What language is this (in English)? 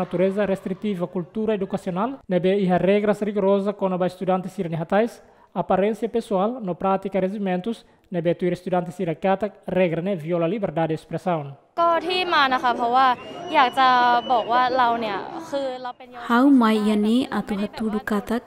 Tetum